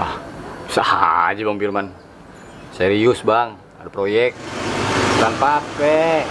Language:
Betawi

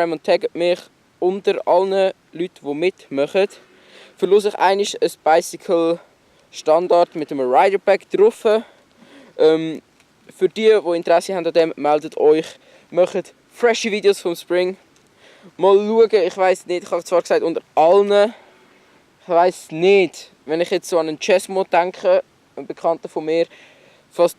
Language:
Swiss German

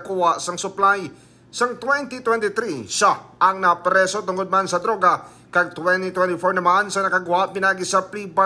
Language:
Hiligaynon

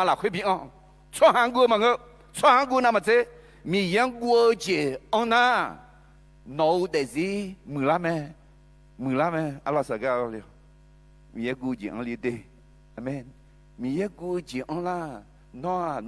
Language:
Akha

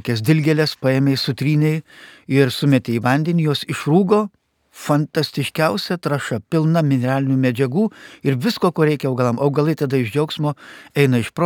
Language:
Lithuanian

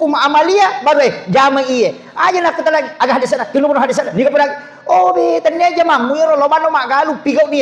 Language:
Buginese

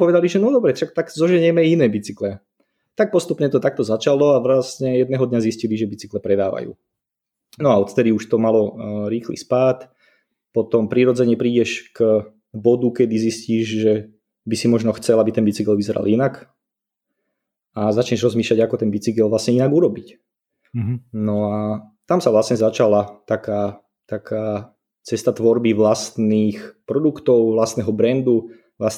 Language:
Slovak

